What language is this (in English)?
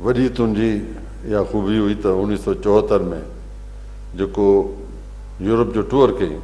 Sindhi